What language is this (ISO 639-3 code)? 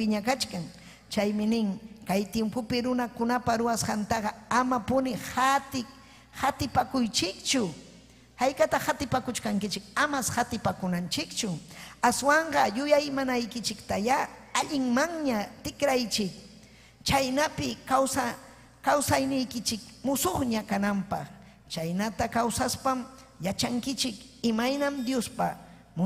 quy